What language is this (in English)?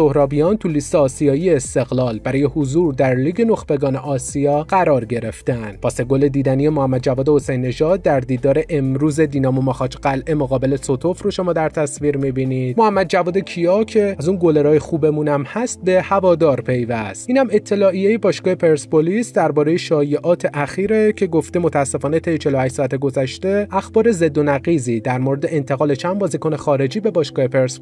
Persian